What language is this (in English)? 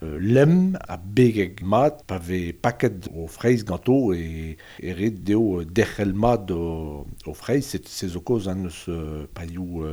Breton